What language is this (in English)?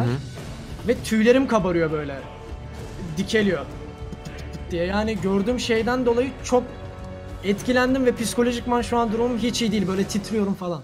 Turkish